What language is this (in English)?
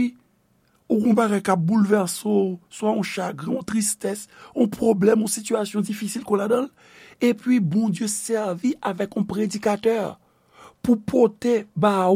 Haitian Creole